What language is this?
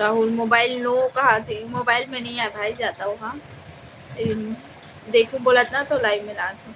Chhattisgarhi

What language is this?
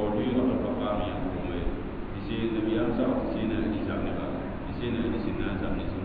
Mossi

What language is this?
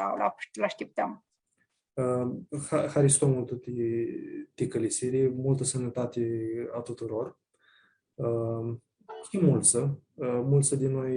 Aromanian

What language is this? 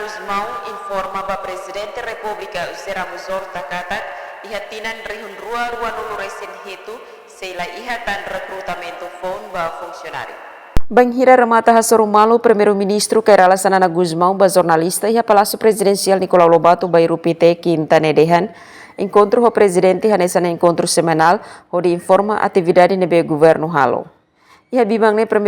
Tetum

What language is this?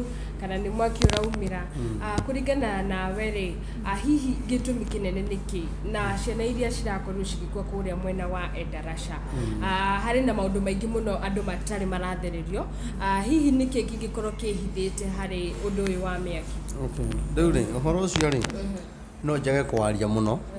Kikuyu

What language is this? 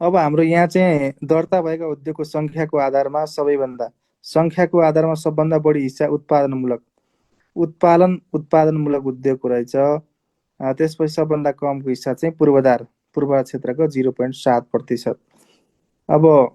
Nepali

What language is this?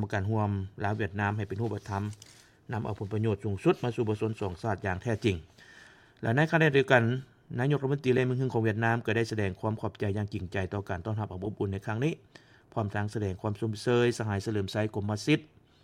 Lao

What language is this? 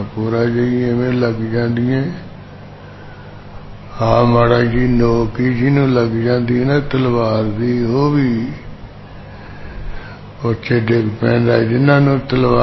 Punjabi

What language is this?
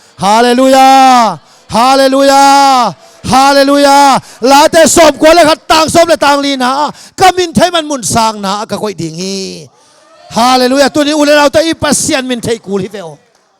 Tedim Chin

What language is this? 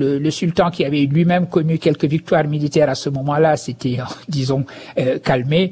French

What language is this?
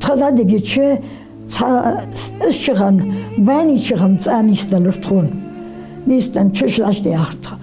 Ingush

